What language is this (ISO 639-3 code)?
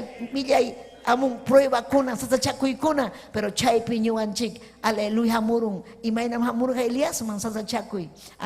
quy